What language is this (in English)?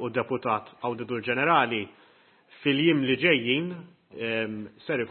Maltese